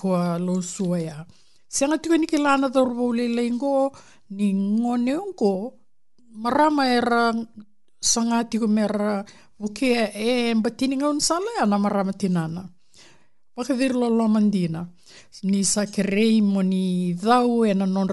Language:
Fijian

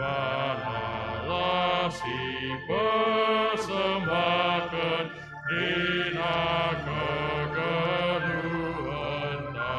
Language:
Batak Karo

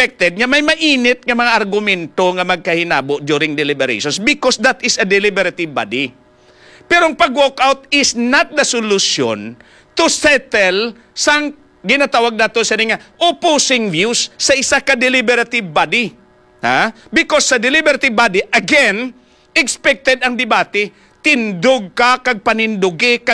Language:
Hiligaynon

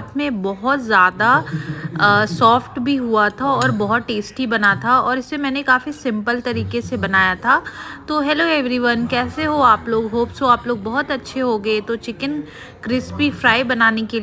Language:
Hindi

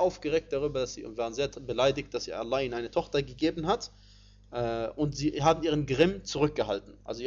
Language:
German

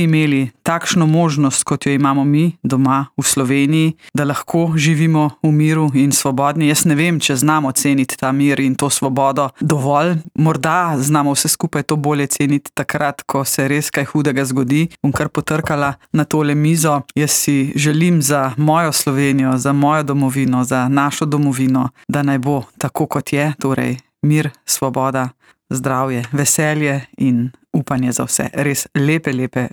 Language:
Slovenian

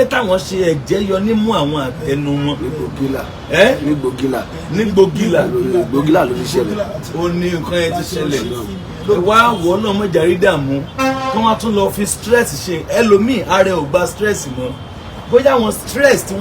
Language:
Yoruba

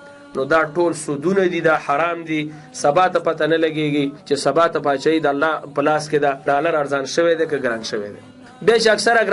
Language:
Pashto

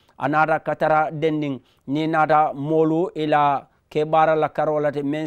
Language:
Mandingo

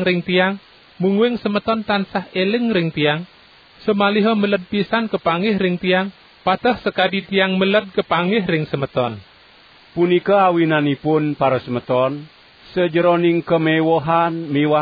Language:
Balinese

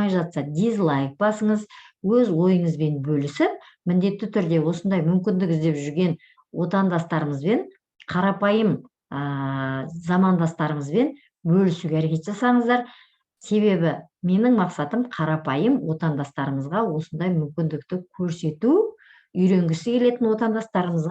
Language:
Kazakh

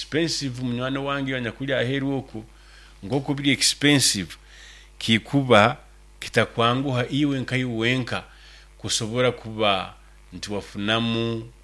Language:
Nyoro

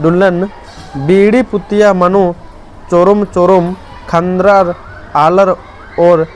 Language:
Kurukh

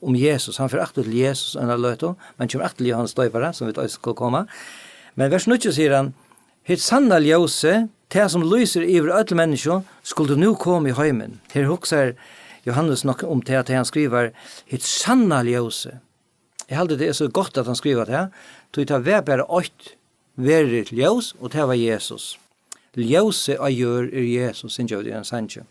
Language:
Faroese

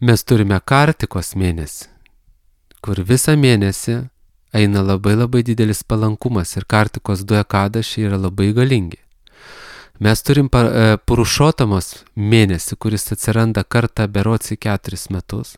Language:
Lithuanian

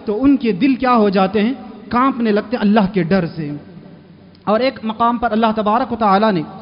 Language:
Urdu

